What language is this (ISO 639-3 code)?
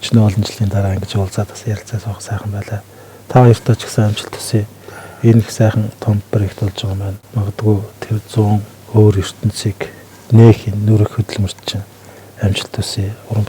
mon